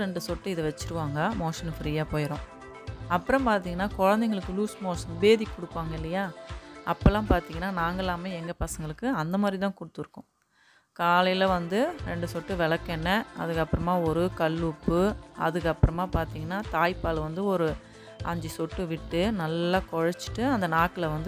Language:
Tamil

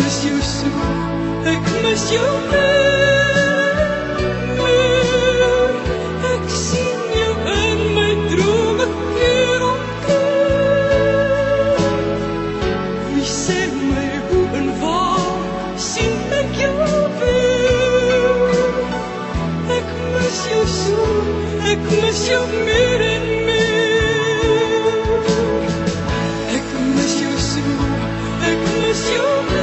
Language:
Afrikaans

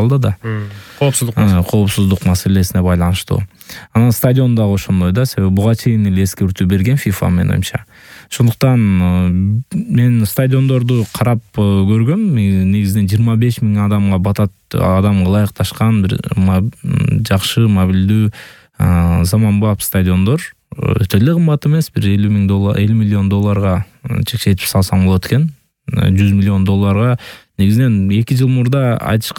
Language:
Kyrgyz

